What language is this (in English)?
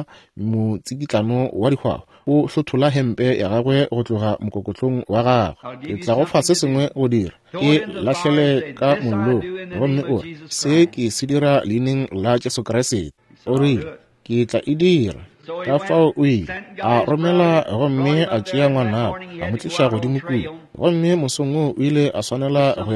Northern Sotho